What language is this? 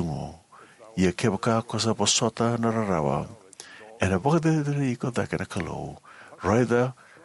Fijian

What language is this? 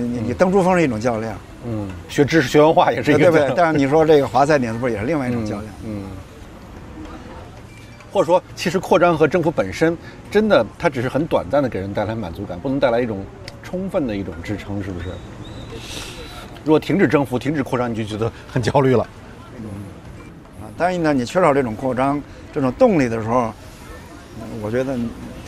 Chinese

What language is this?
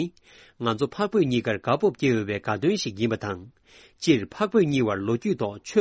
Tibetan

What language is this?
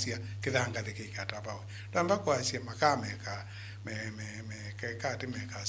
Kamba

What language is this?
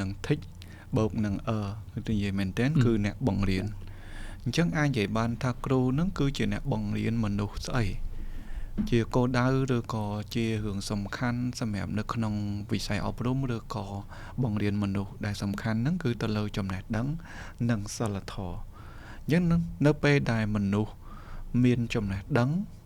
Khmer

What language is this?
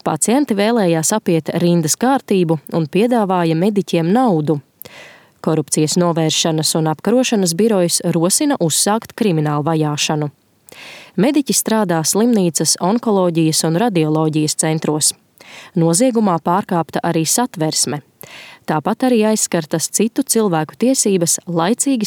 Latvian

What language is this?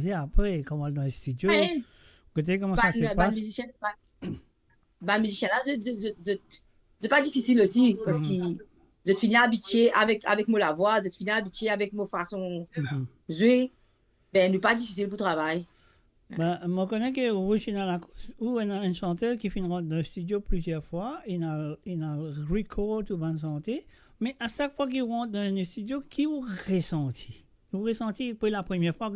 Morisyen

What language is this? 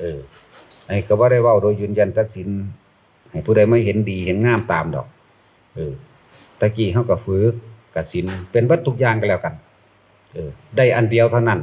Northeastern Thai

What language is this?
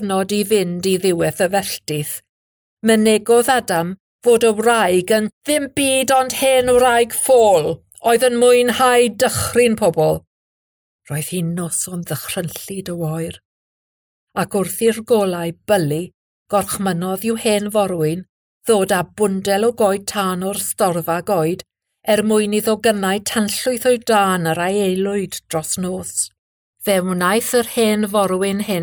Welsh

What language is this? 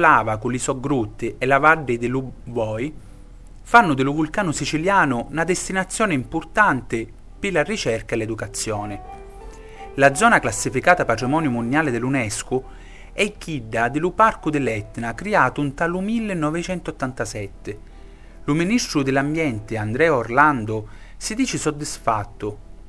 Sicilian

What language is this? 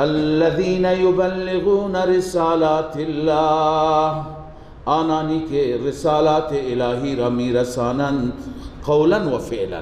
Persian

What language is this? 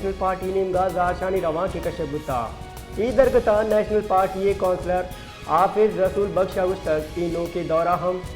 Baluchi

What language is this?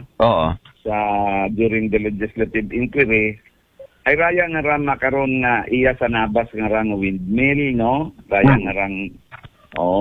Aklanon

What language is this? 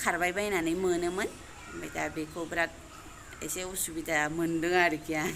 Bodo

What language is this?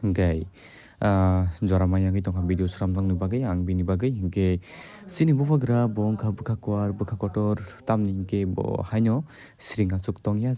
Kok Borok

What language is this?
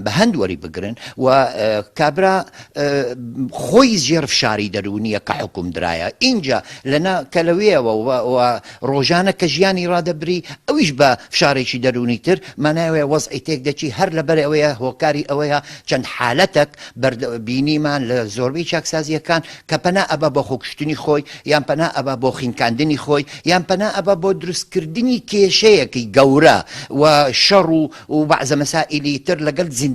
Central Kurdish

